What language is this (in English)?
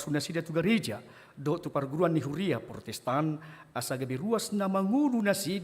Batak Toba